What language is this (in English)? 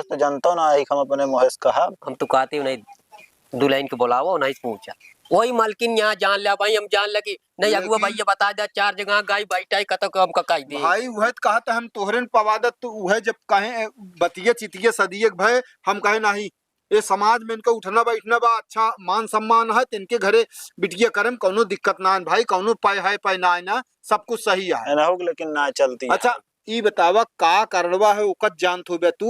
Awadhi